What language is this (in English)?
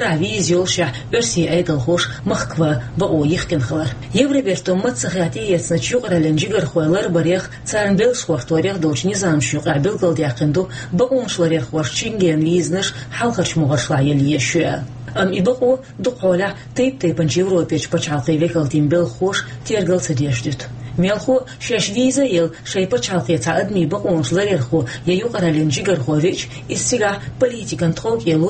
Chechen